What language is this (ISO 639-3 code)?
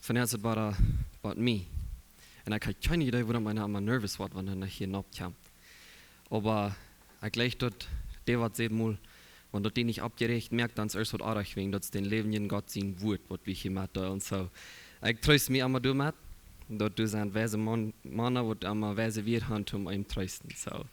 pdt